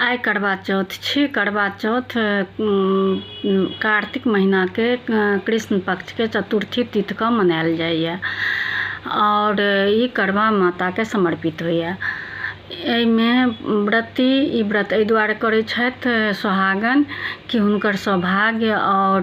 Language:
Maithili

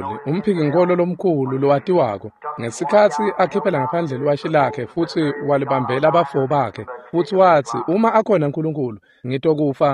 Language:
Swati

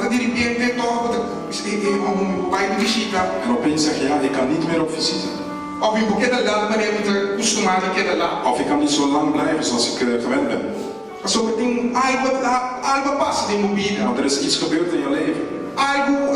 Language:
Papiamento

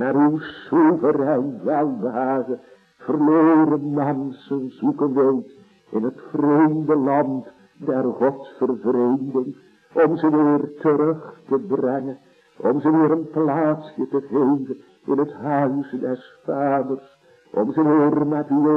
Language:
Dutch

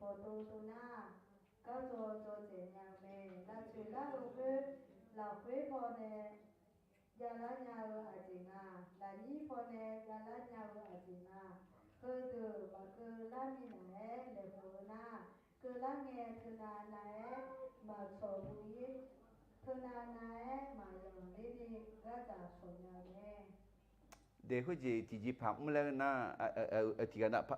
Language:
Akha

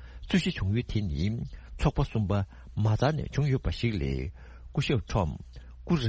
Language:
Tibetan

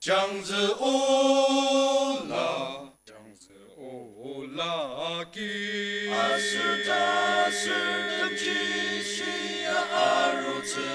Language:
Ao Naga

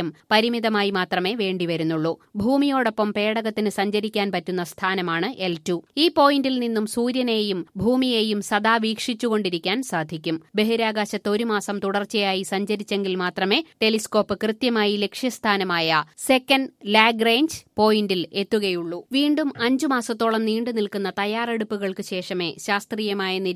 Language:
Malayalam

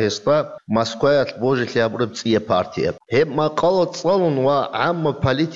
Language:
Avaric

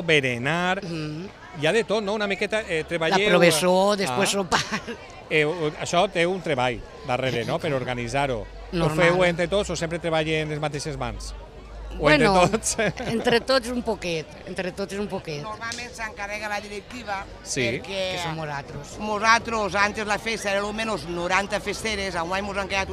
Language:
Catalan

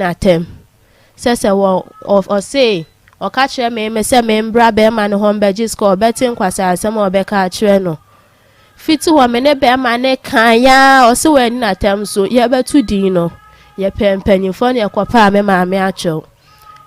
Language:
Akan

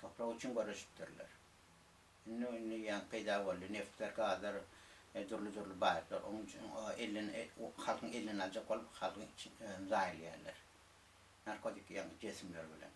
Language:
Turkmen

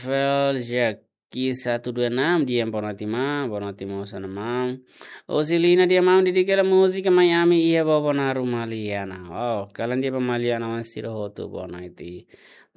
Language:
Tetum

